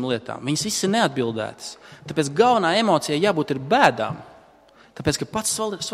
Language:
Latvian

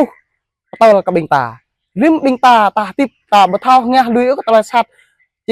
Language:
Jarai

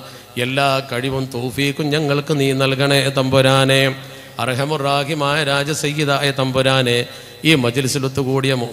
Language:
Malayalam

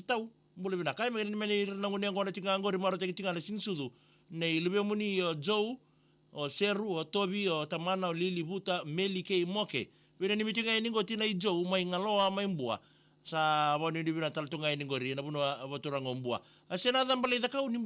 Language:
Fijian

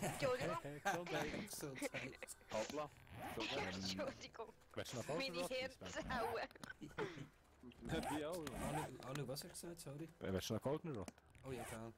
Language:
Swiss German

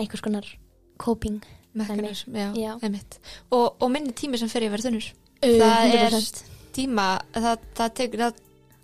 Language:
Icelandic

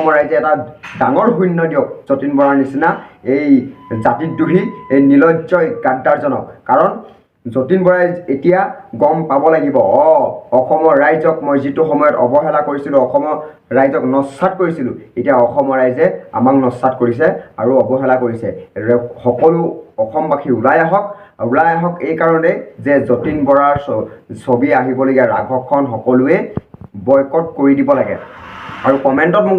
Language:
Assamese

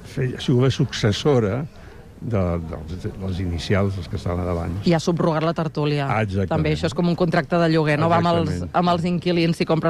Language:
Catalan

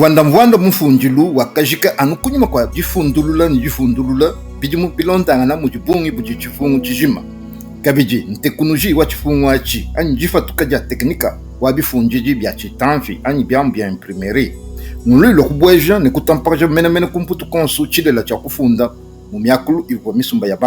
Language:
Luba-Lulua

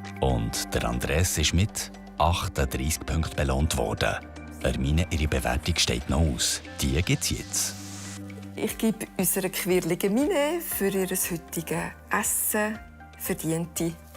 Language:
Swiss German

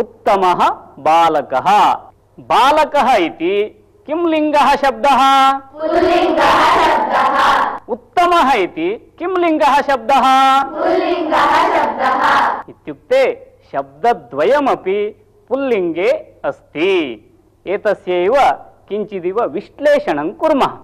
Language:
Sanskrit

